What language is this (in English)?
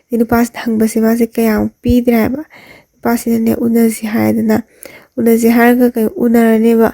Manipuri